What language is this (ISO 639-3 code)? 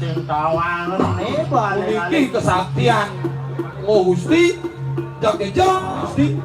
ban